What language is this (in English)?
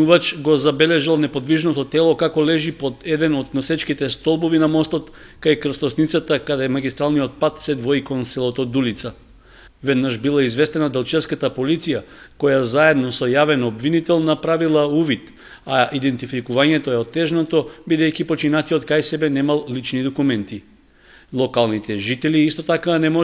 Macedonian